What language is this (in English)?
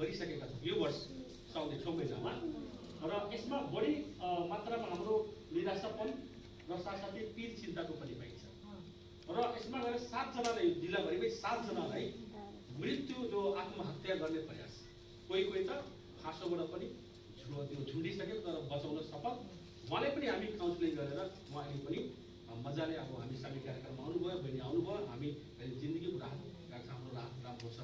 Nepali